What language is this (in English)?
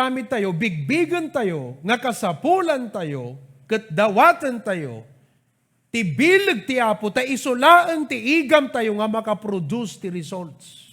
Iloko